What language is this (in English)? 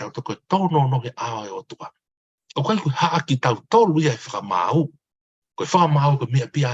Tongan